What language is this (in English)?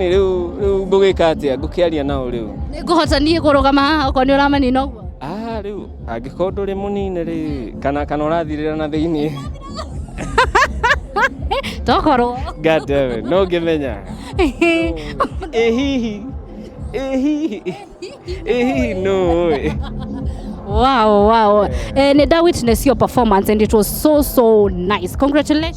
Kikuyu